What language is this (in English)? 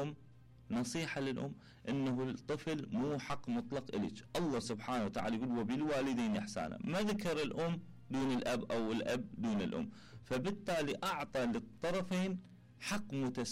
Mesopotamian Arabic